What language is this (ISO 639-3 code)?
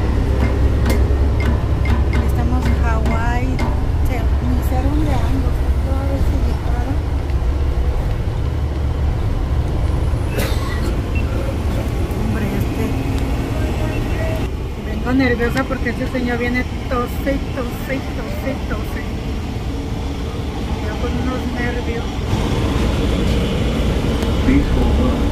spa